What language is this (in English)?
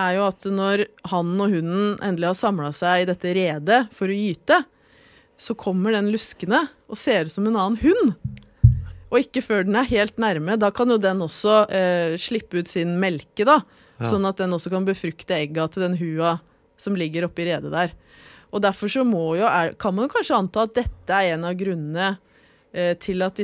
Norwegian